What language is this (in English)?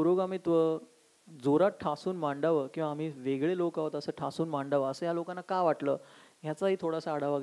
Marathi